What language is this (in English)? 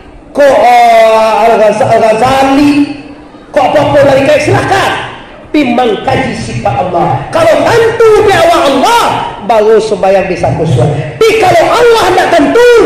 Minangkabau